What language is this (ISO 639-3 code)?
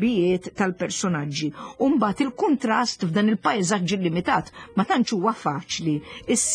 mlt